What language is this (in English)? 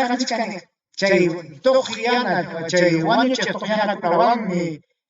Ayacucho Quechua